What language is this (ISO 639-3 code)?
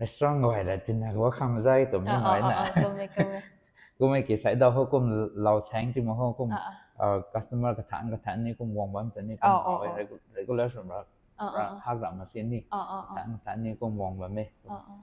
nbu